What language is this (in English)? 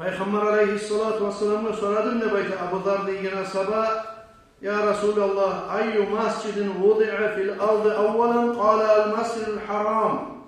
Kumyk